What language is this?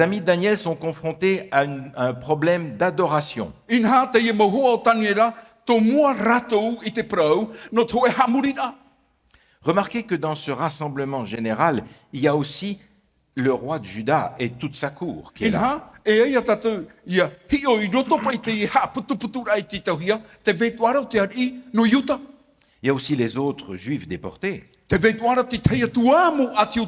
Tahitian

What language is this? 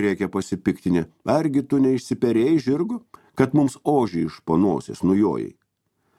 Lithuanian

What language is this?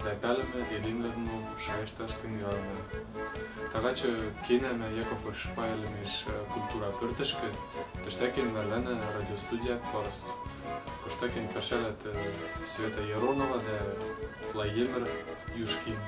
Western Mari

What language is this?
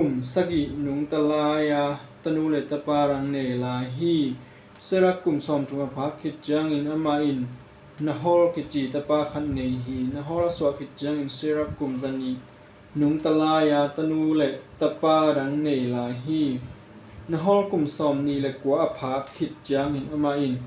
Tedim Chin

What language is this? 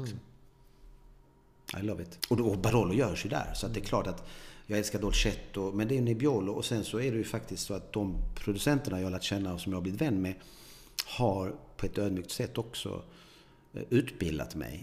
Swedish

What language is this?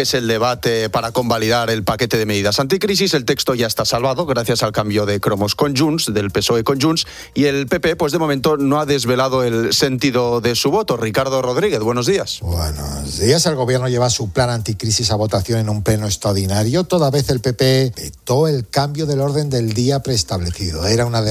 Spanish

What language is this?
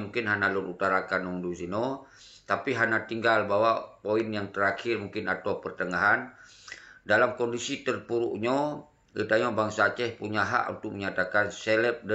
Achinese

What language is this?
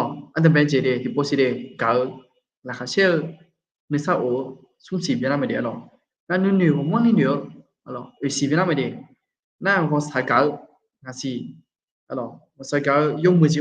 Akha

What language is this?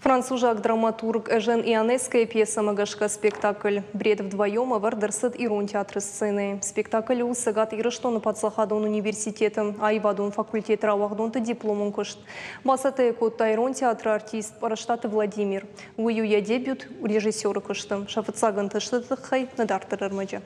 Ossetic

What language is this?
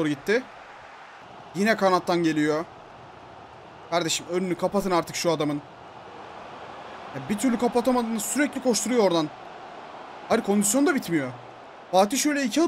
Turkish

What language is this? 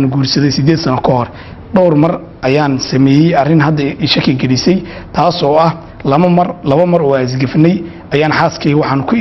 Somali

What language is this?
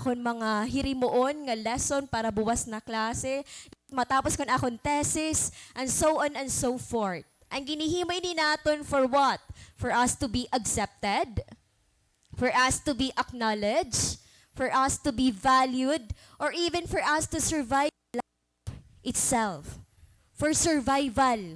Waray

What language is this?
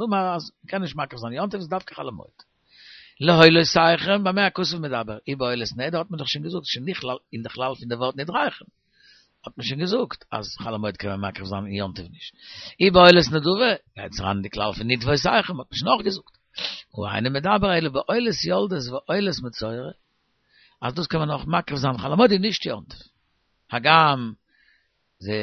Yiddish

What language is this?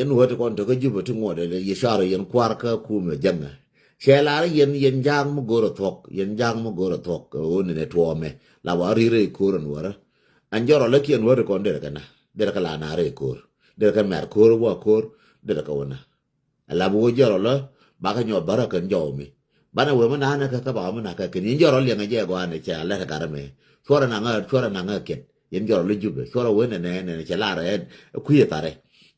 Nuer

